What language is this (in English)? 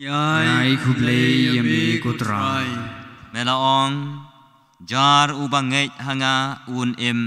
Khasi